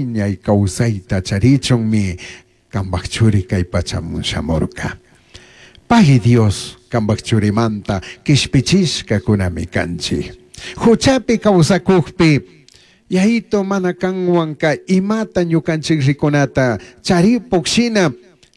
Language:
Chimborazo Highland Quichua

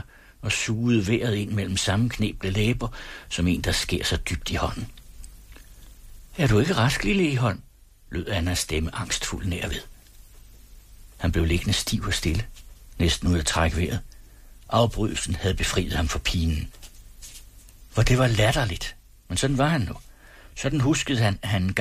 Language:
Danish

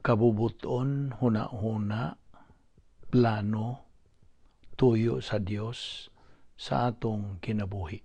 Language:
Cebuano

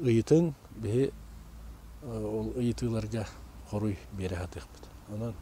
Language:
Yakut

